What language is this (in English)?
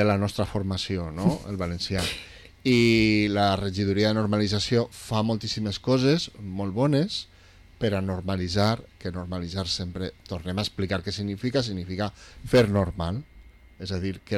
Catalan